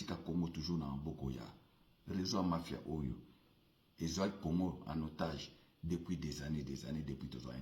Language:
Lingala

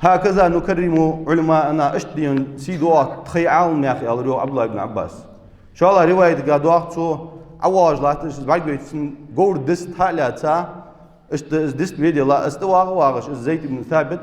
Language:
Ingush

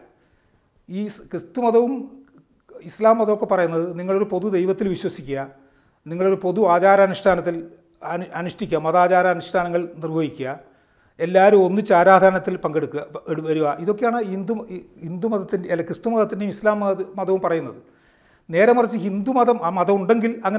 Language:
Malayalam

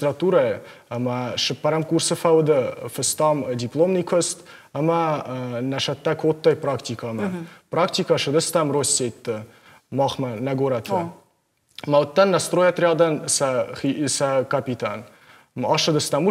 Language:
Ossetic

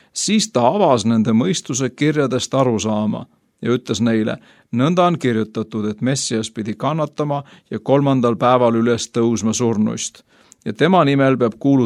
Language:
Estonian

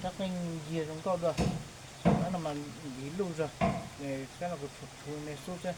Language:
Hmong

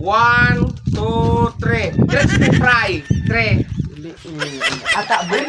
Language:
Bikol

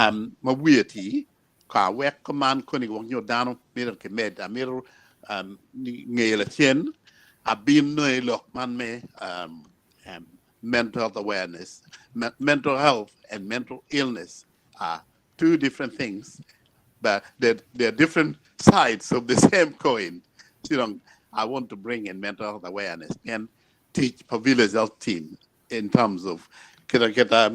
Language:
Acoli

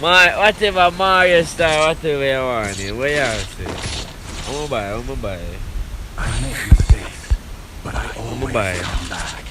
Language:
Jamaican Creole English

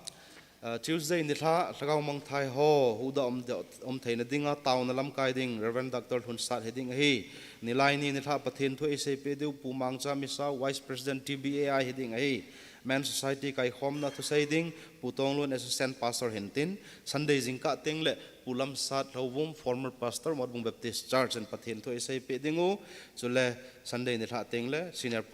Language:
Thado Chin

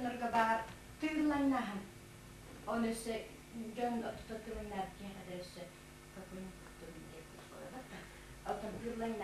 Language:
Yakut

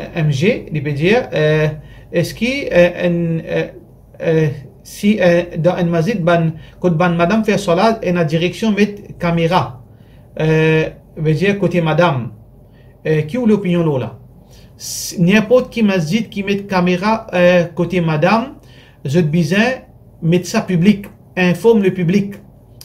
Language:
Morisyen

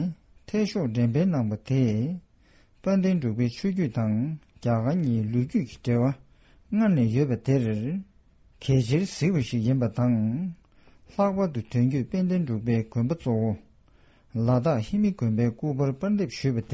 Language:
Tibetan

